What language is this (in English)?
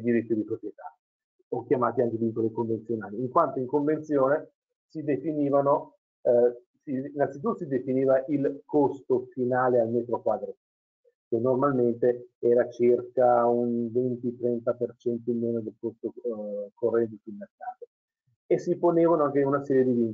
Italian